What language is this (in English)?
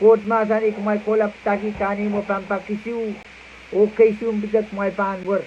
Pohnpeian